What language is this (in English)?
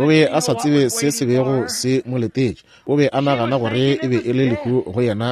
Northern Sotho